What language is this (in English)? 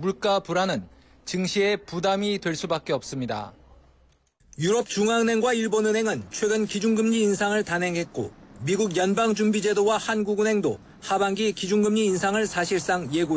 Korean